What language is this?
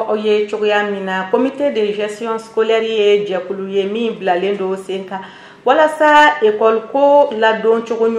Bambara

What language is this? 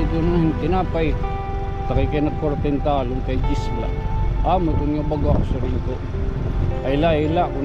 Waray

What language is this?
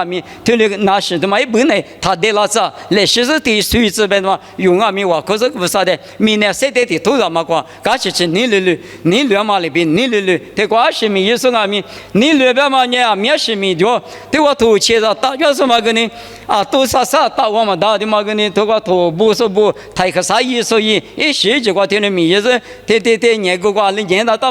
Lisu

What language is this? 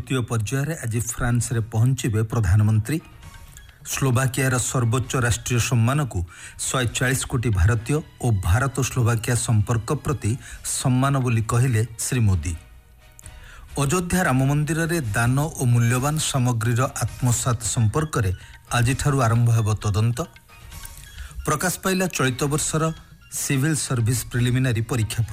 Odia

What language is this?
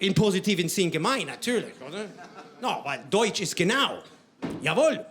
Swiss German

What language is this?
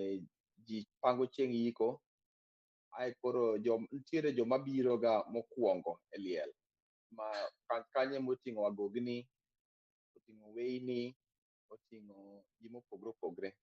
Luo (Kenya and Tanzania)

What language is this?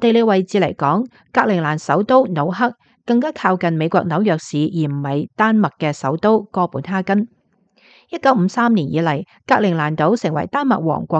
Cantonese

